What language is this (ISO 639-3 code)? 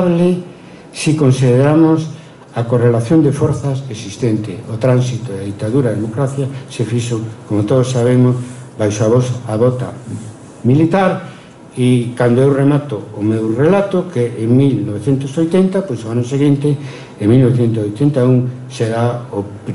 glg